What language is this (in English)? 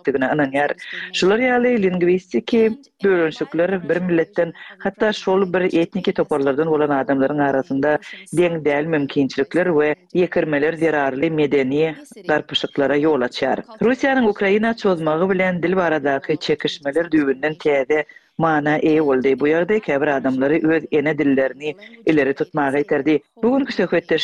Turkmen